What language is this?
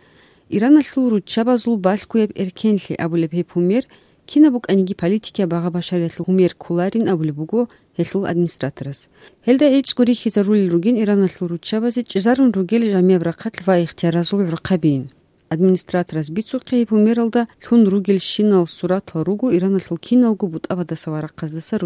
Avaric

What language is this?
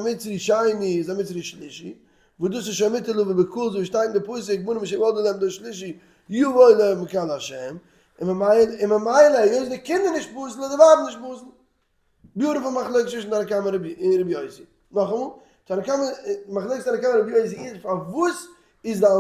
Yiddish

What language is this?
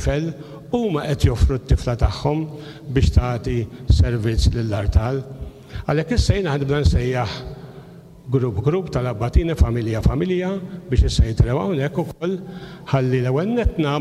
Maltese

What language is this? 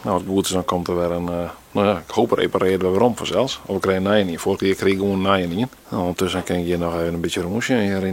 Western Frisian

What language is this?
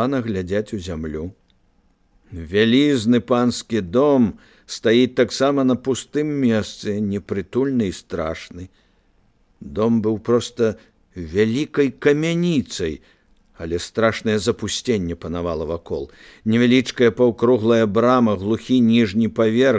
Belarusian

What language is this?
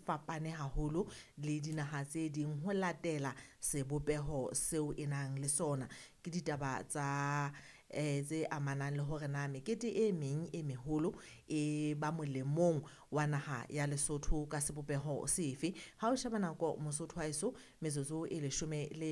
Southern Sotho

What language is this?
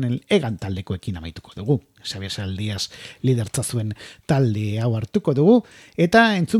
Basque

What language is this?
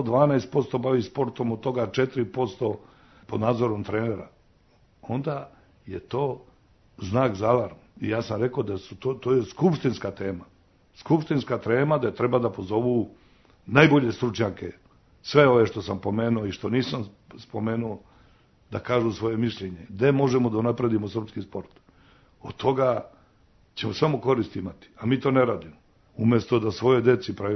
Serbian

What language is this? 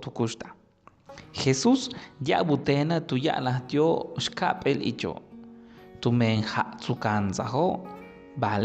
Yucateco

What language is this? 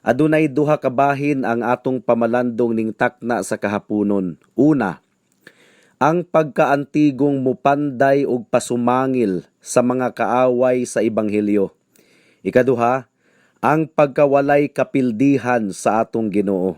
Cebuano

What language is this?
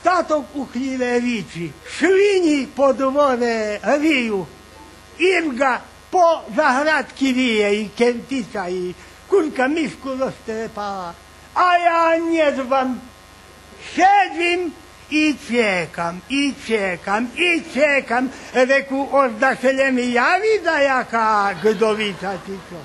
Rusyn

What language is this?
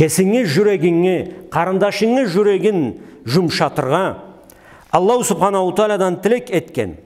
Karachay-Balkar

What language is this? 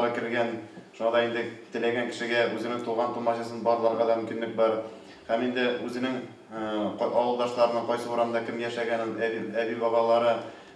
Tatar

